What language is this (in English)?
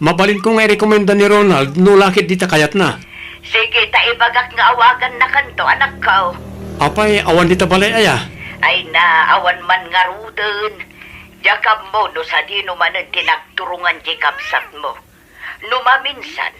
Iloko